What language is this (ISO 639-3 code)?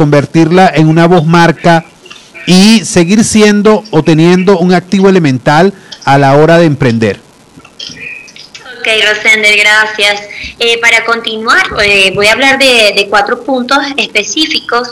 spa